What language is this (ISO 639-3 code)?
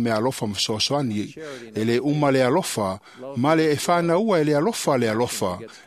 smo